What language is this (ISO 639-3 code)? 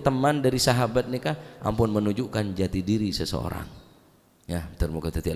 mad